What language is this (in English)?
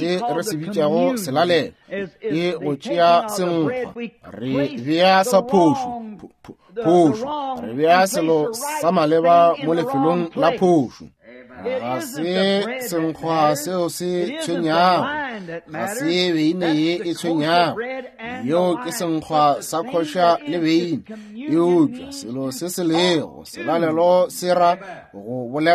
Northern Sotho